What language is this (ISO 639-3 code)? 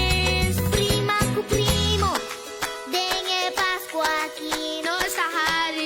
pap